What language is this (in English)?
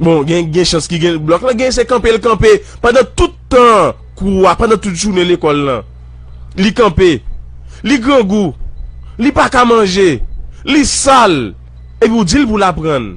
Haitian Creole